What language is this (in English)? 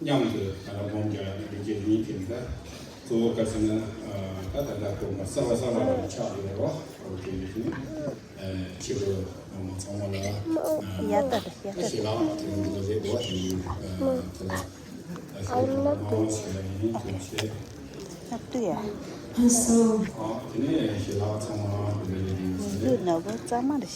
Tibetan